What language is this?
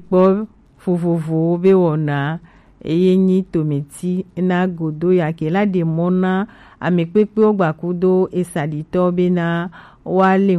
Gen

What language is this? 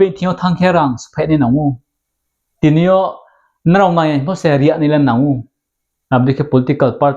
Riang (India)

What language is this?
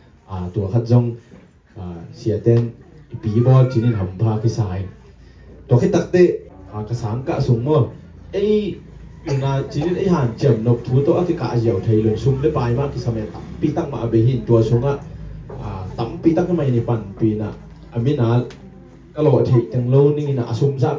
Tedim Chin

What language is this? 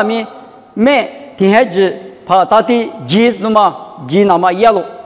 Lisu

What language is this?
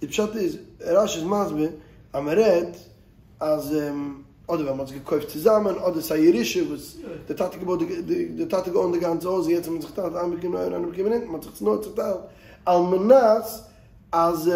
Yiddish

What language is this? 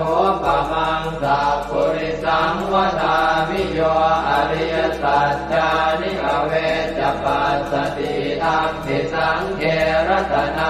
Pali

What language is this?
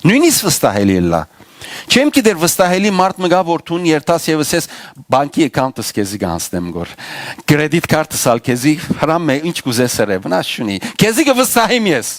Western Armenian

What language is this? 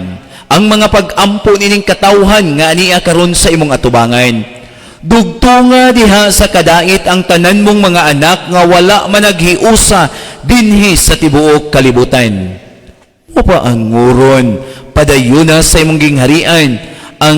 Cebuano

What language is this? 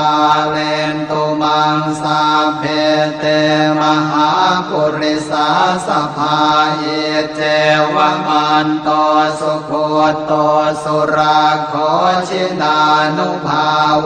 Pali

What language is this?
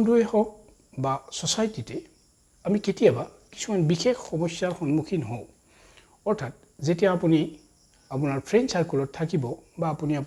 Assamese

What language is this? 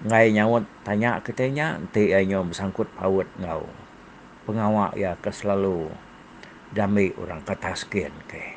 Iban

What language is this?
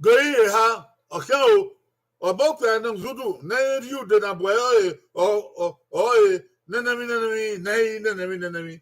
Bini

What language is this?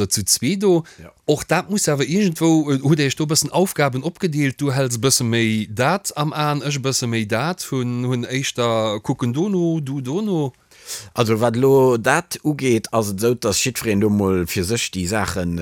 Luxembourgish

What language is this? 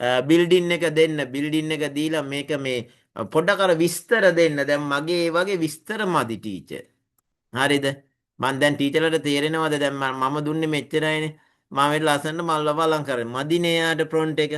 Sinhala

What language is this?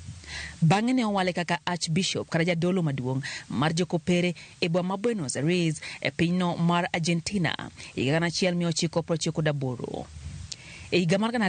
Luo (Kenya and Tanzania)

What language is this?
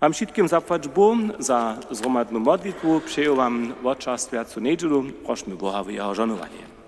Upper Sorbian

